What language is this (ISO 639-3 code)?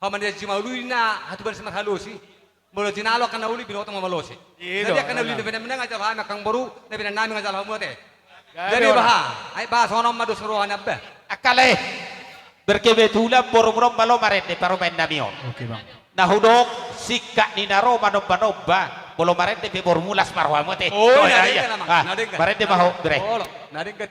bbc